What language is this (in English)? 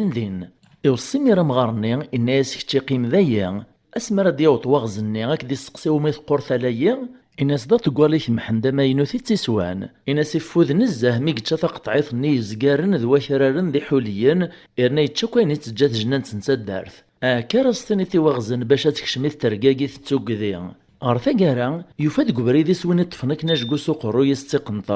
Kabyle